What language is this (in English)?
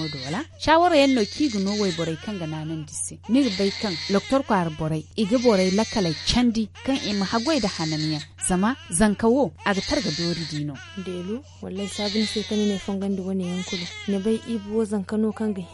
Zarma